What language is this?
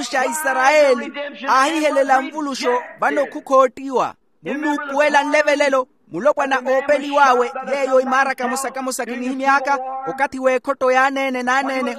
Makhuwa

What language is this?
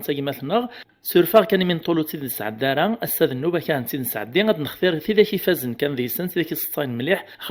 Kabyle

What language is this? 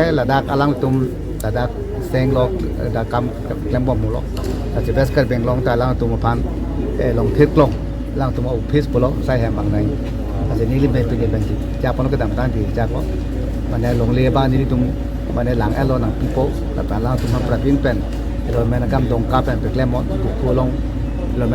Karbi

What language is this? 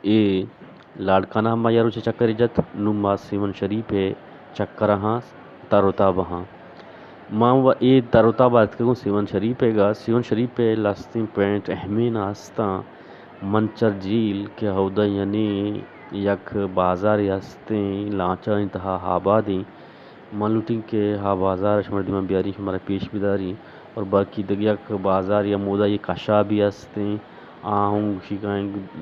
Eastern Balochi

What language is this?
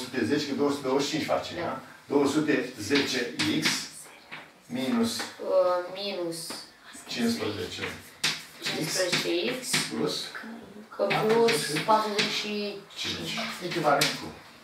Romanian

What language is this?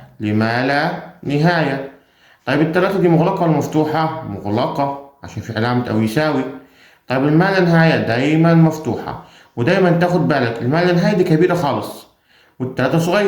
Egyptian Arabic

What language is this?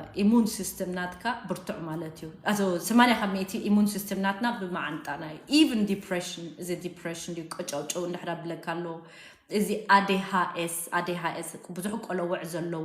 Tigrinya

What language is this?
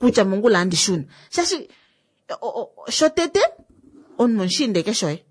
Kuanyama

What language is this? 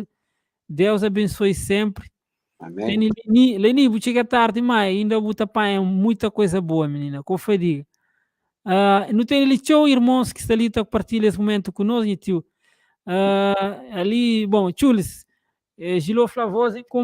Kabuverdianu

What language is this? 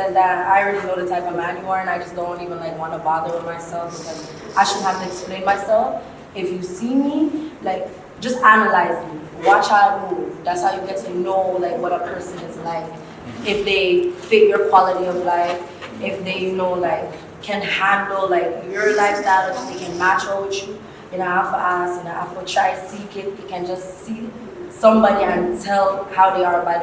Jamaican Creole English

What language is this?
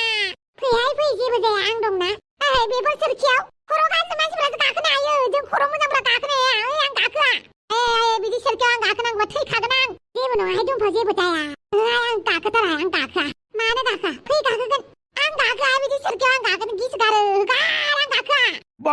Bodo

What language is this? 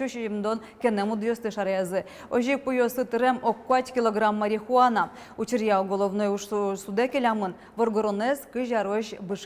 Udmurt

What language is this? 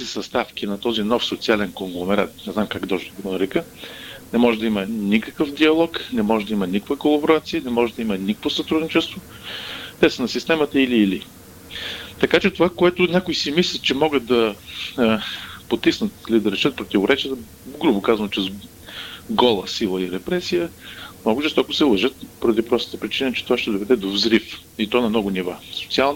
Bulgarian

